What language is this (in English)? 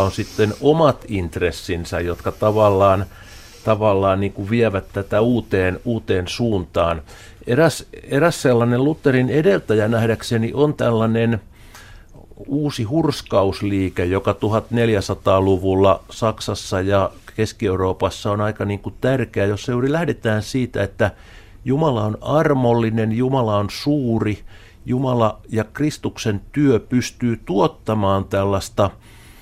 Finnish